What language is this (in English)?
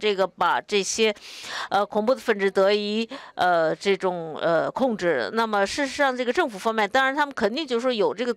Chinese